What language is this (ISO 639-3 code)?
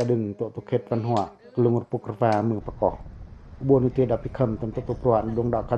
pac